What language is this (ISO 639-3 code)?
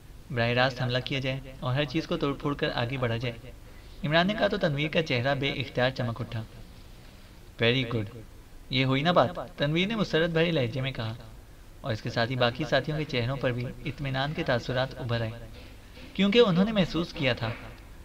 urd